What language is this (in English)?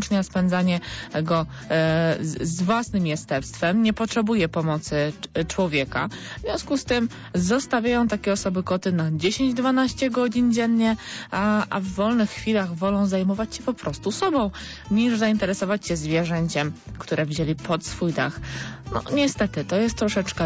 Polish